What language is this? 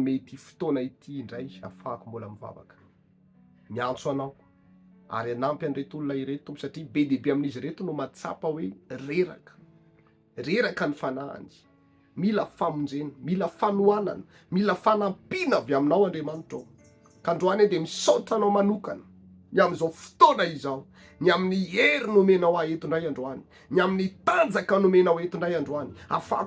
Malagasy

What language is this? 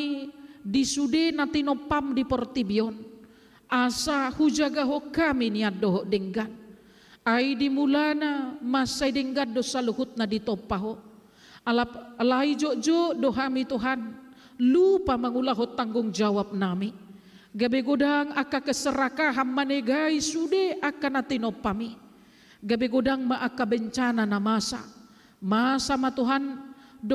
Batak Toba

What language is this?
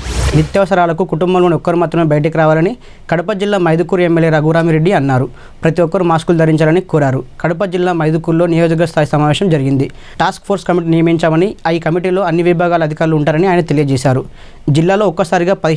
Telugu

